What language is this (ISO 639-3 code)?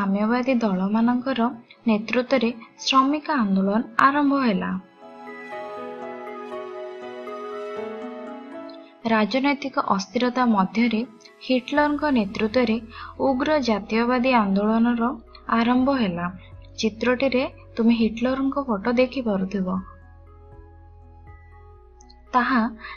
ori